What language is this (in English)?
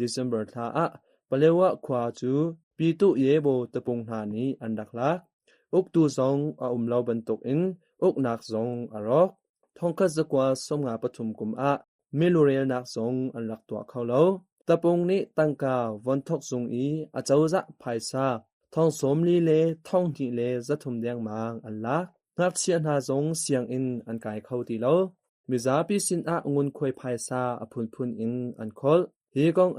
Hakha Chin